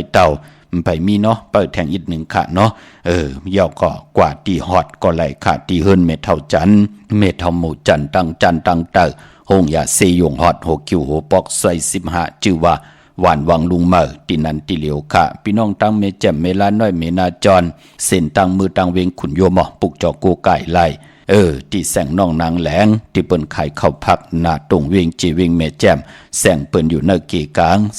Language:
Shan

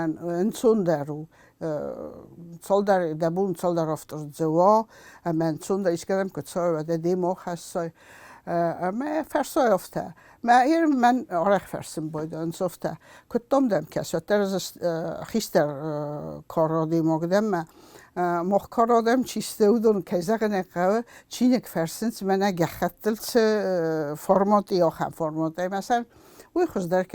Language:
Ossetic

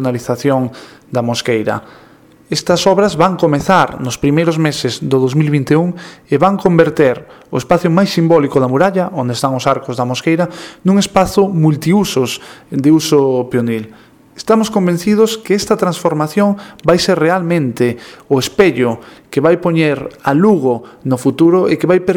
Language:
Galician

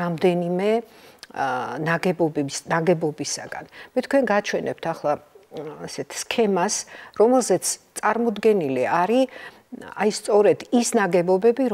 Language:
Georgian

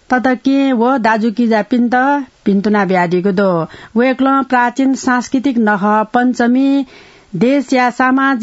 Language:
Newari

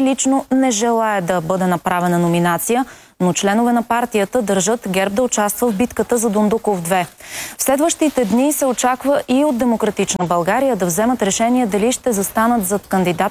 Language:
Bulgarian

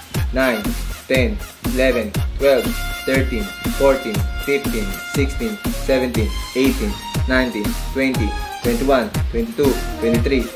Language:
Filipino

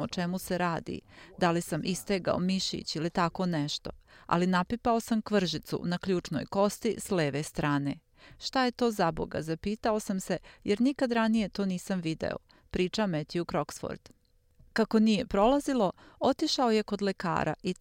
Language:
Serbian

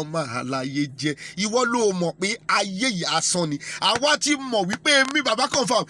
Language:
Yoruba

